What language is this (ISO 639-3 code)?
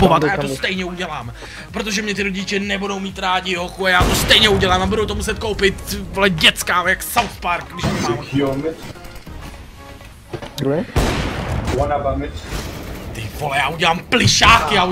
ces